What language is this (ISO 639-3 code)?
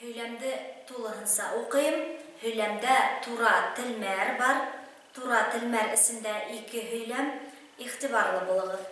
bak